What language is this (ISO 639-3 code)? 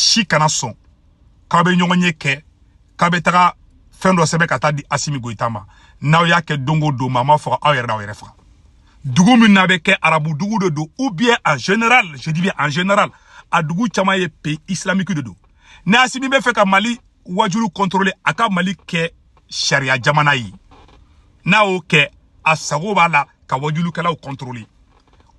bam